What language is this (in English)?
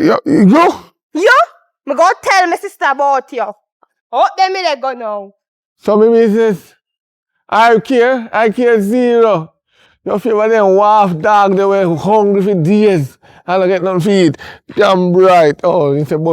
Jamaican Creole English